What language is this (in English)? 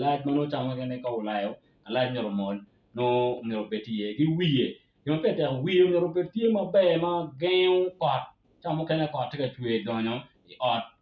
Acoli